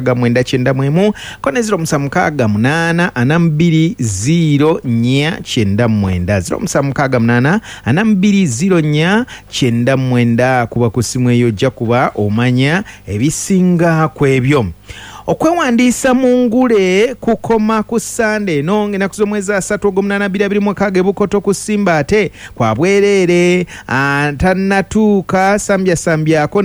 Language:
Ganda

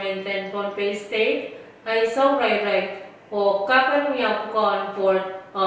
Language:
Pohnpeian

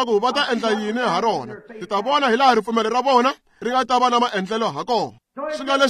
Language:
Tsonga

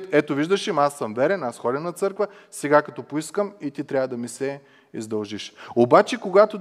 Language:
Bulgarian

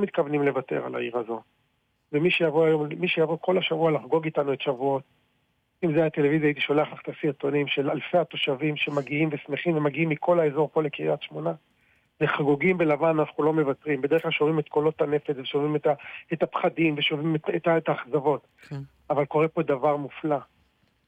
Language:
Hebrew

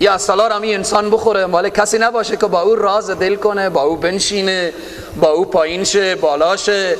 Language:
Persian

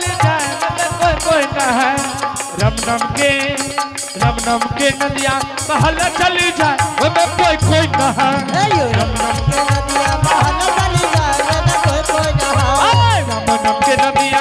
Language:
Angika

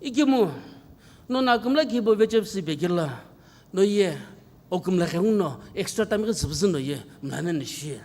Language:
Sumi Naga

